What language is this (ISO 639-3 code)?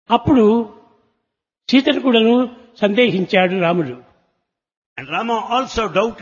tel